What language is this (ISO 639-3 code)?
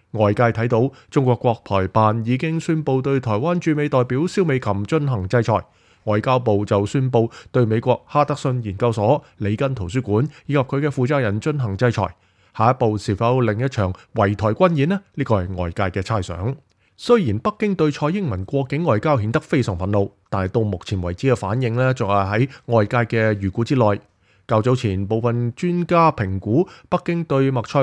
yue